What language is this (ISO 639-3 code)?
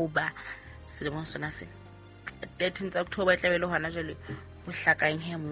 sot